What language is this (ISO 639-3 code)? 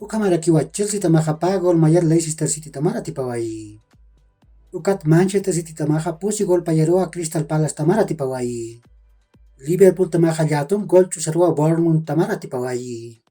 aym